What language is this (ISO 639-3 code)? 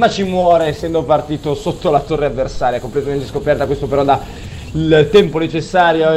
ita